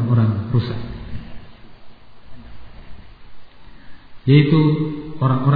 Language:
Indonesian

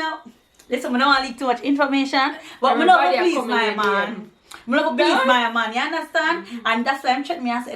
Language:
Jamaican Creole English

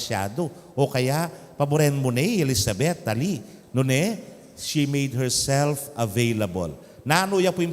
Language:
Pampanga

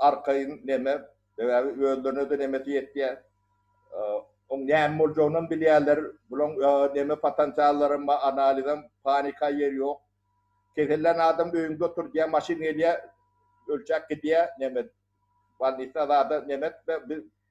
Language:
Turkmen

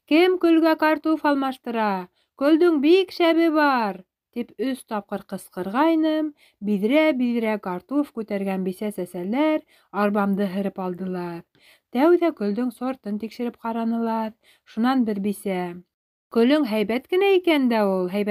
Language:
Bashkir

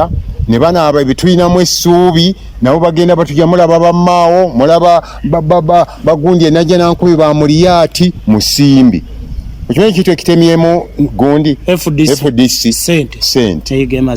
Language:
Ganda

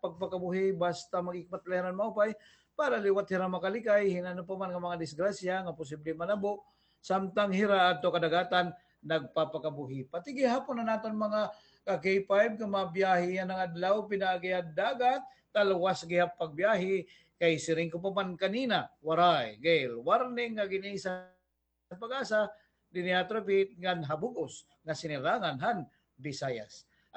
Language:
Waray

